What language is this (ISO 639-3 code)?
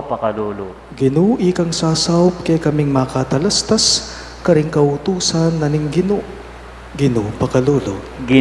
pam